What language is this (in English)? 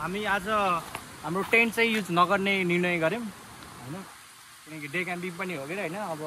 Nepali